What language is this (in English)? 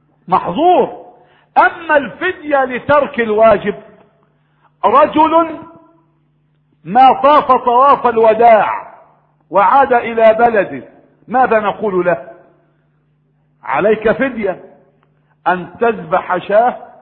Arabic